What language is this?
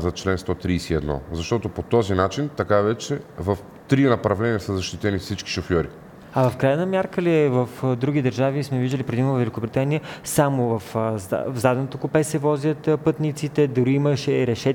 Bulgarian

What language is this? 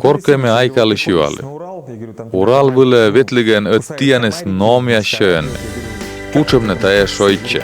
Komi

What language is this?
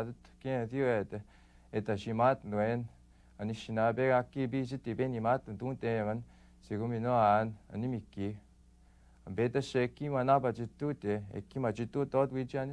Western Ojibwa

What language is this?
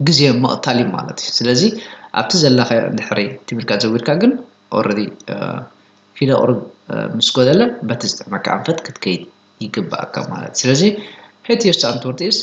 Tigrinya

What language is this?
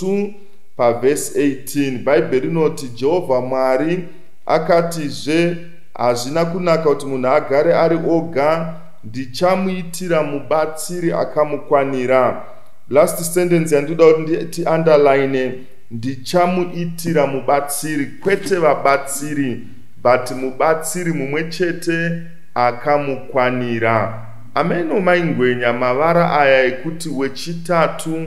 Shona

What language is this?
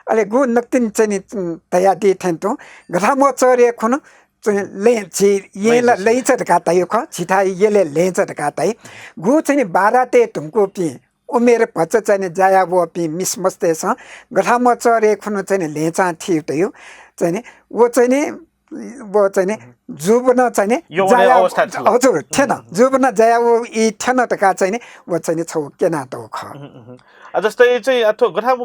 Newari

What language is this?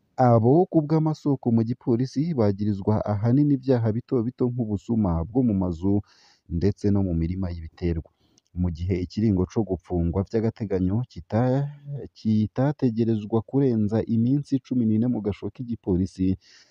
Rundi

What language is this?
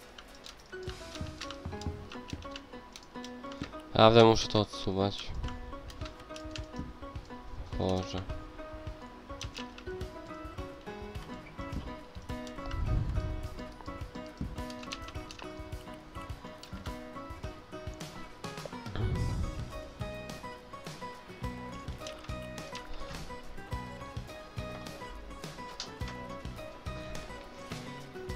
Polish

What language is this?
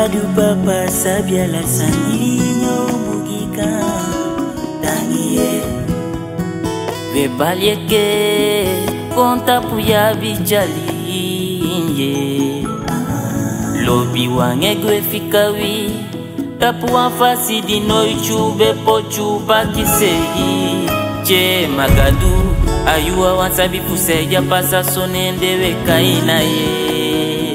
Swahili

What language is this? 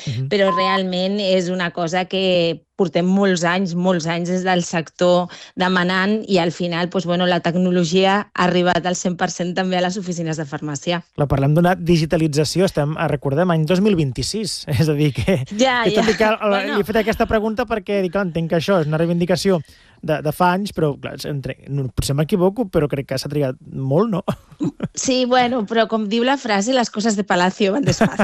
Catalan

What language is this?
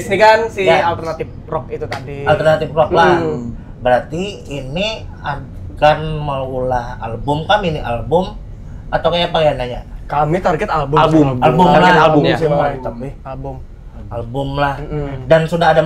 Banjar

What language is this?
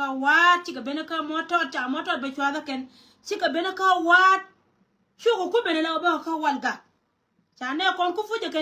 Nuer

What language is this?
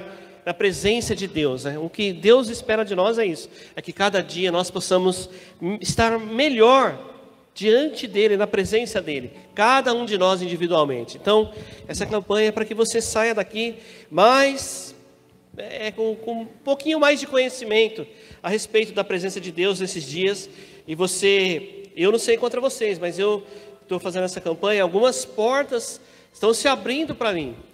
Portuguese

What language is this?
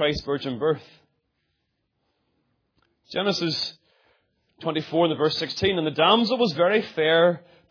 English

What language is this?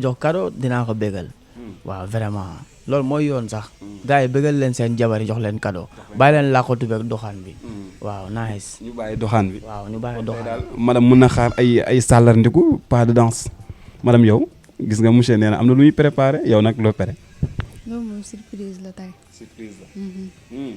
Wolof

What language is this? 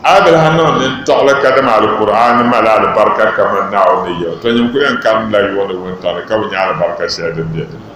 Dagbani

